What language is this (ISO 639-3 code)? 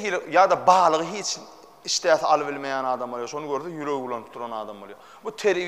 tuk